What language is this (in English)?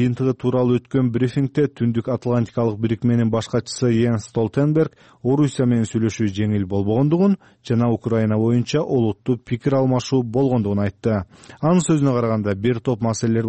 Kyrgyz